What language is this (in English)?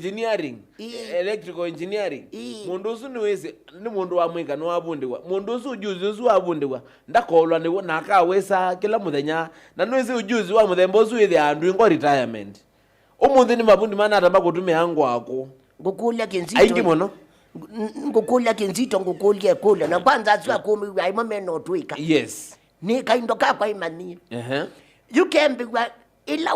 Kamba